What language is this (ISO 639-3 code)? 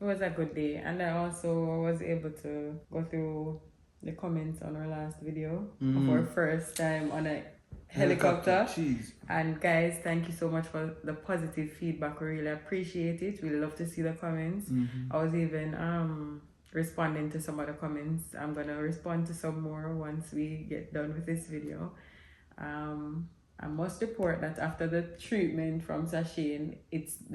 jam